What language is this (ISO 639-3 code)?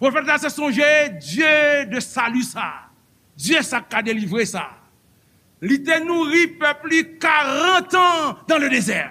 hat